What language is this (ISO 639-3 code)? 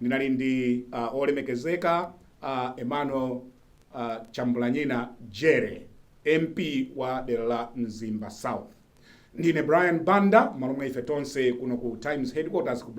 nya